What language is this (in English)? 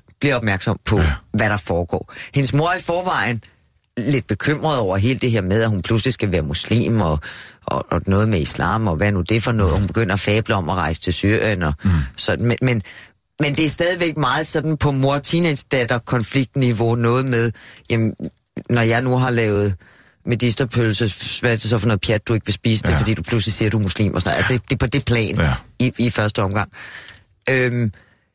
Danish